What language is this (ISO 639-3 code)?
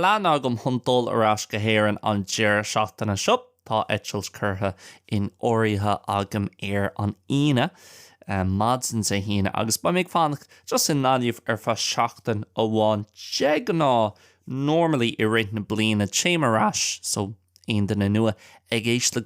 gle